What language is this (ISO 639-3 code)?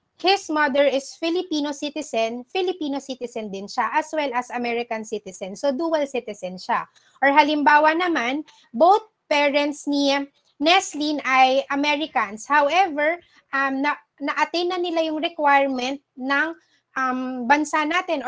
fil